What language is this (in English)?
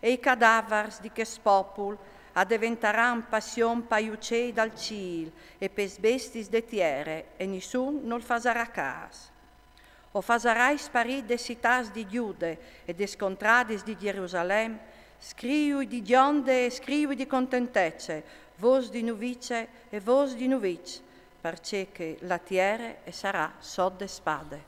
Friulian